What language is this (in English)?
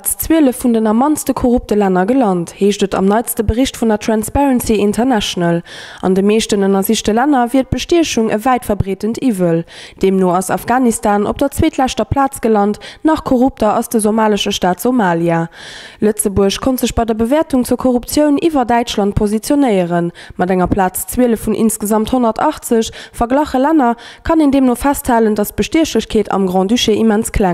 Luxembourgish